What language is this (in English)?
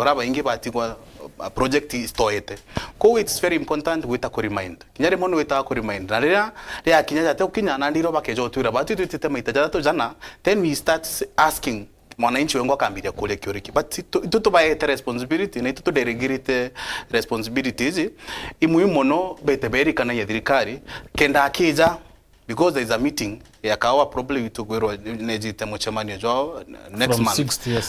Meru